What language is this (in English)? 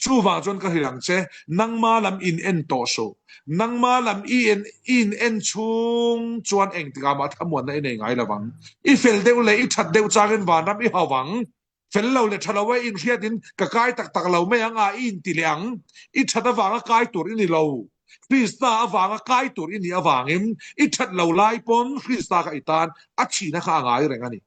Falam Chin